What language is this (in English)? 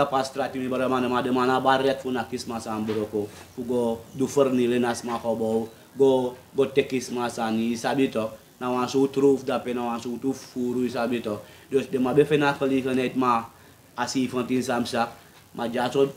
Sranan Tongo